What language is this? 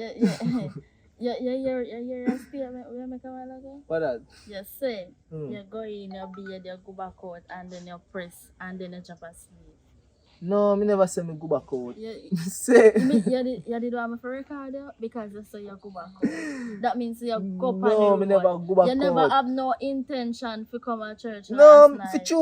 Jamaican Creole English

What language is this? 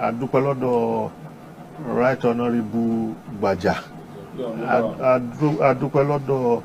Yoruba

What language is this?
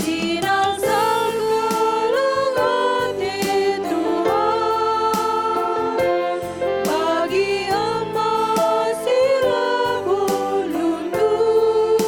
Batak Karo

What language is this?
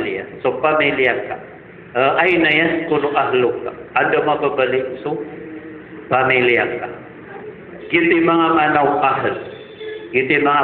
Maranao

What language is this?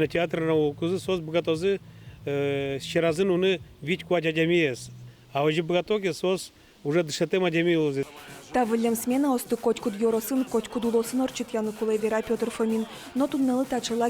Udmurt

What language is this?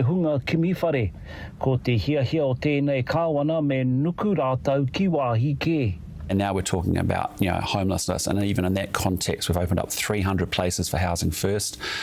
Māori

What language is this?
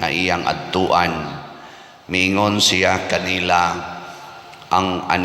Cebuano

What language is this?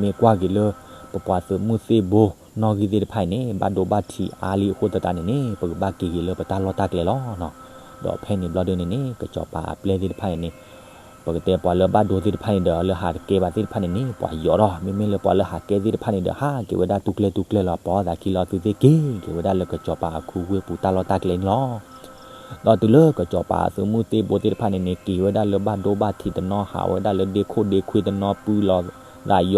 S'gaw Karen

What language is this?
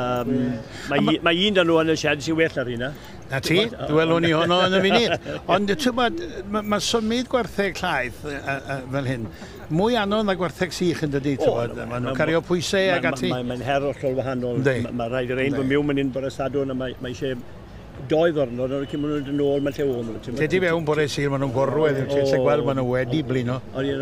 Welsh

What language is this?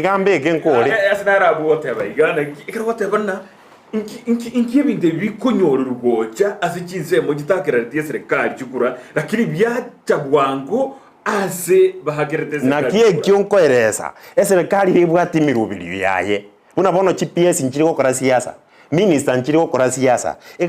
Gusii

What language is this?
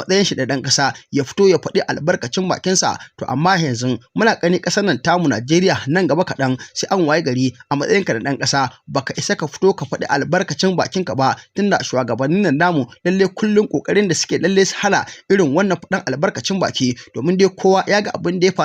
Hausa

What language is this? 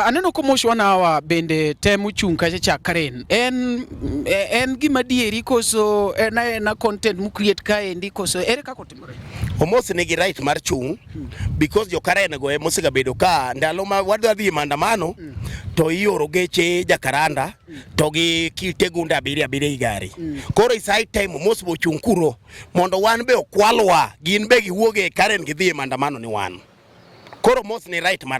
Luo (Kenya and Tanzania)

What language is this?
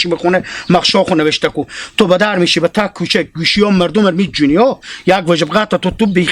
Hazaragi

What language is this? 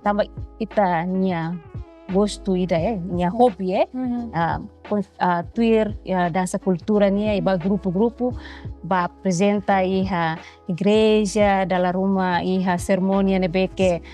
Tetum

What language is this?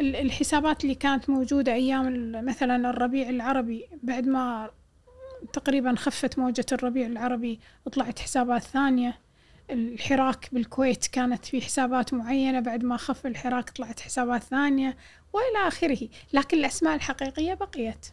Gulf Arabic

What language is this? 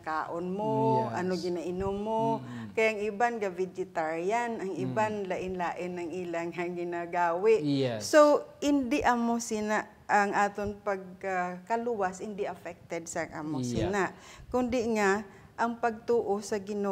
Hiligaynon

